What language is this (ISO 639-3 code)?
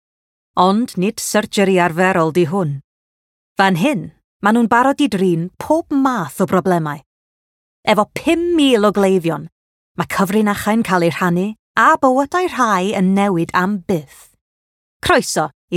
cym